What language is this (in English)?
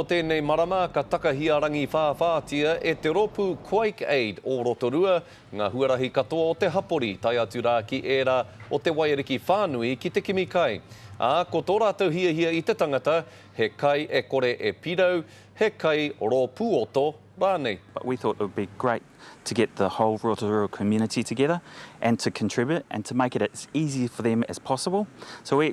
Māori